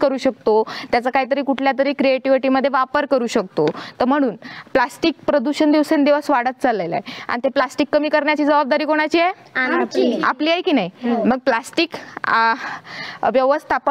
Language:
Marathi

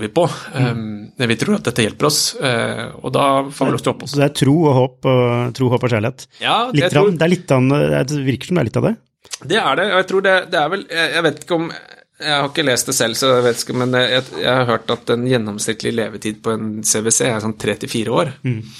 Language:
Norwegian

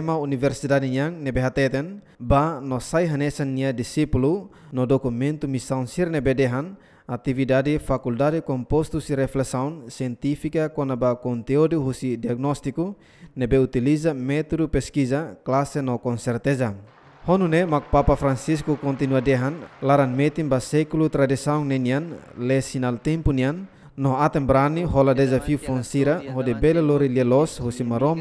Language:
Tetum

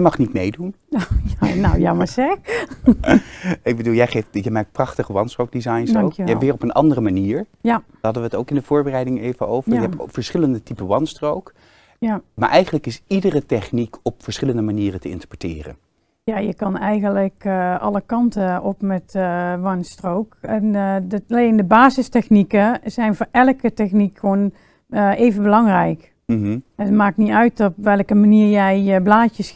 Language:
Dutch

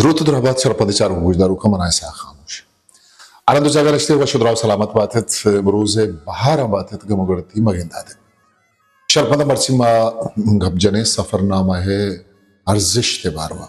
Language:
Eastern Balochi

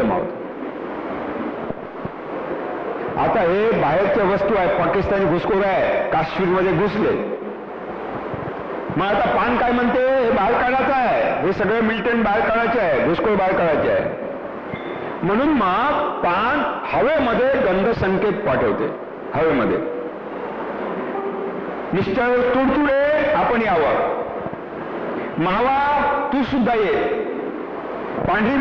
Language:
Marathi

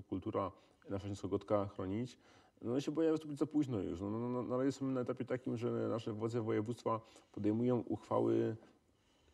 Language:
Silesian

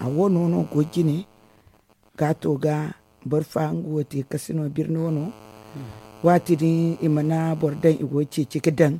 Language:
Zarma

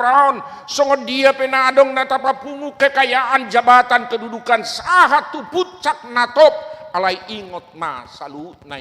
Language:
Batak Toba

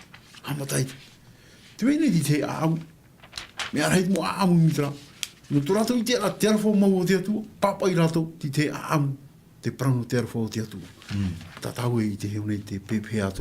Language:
Tahitian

